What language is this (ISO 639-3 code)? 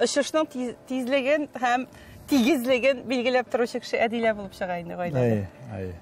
tat